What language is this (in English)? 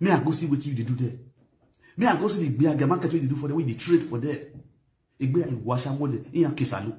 Nigerian Pidgin